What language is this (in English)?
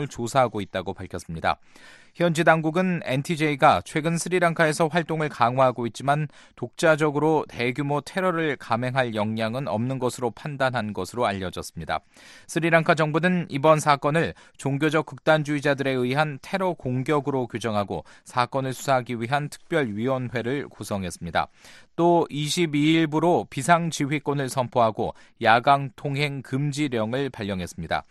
Korean